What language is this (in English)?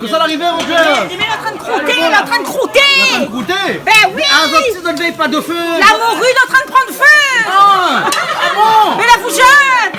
Réunion Creole French